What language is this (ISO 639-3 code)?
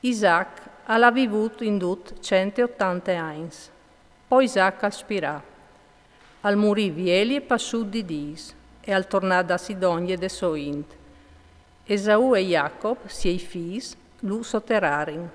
fur